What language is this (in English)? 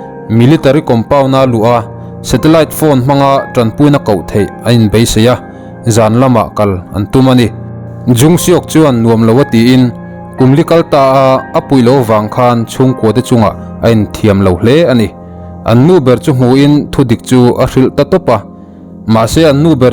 Mizo